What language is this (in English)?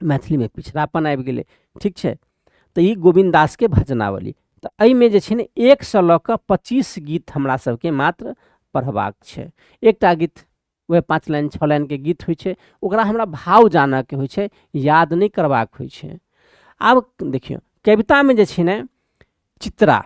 Maithili